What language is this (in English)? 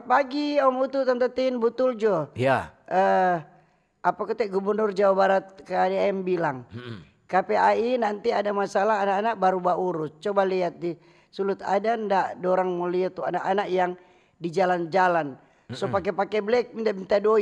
Manado Malay